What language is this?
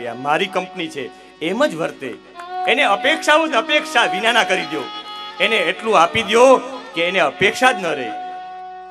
Gujarati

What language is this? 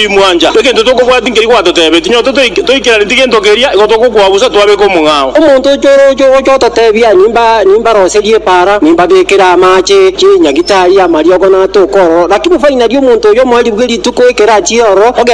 Gusii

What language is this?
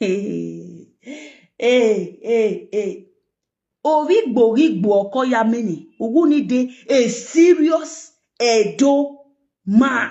Nigerian Pidgin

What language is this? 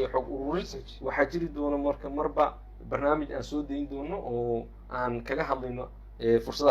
Somali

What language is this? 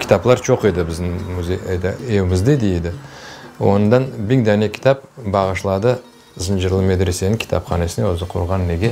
Crimean Tatar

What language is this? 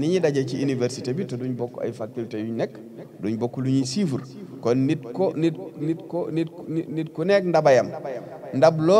Wolof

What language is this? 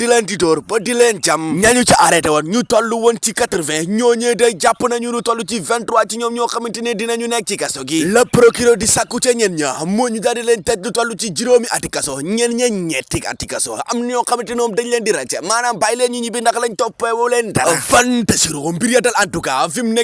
Wolof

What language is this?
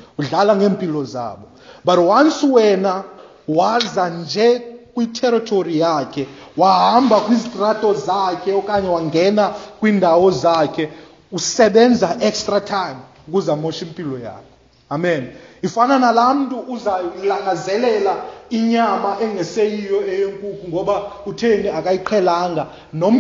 Xhosa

